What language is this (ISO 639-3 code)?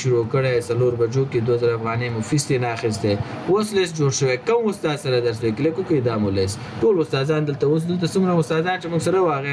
pus